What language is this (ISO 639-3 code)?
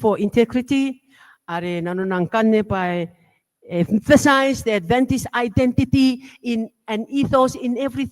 gil